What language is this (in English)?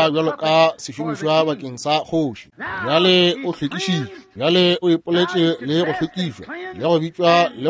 Northern Sotho